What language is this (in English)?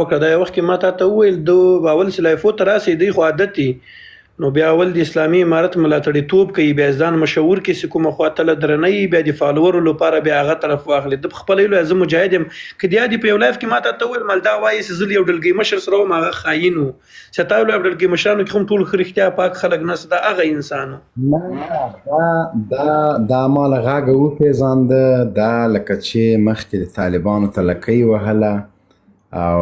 Pashto